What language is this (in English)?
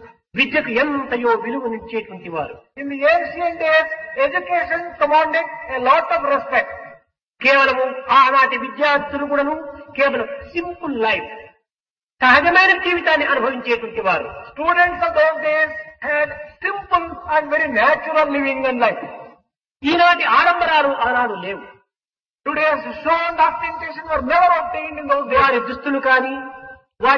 Telugu